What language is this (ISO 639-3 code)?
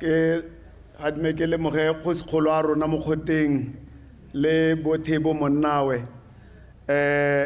tsn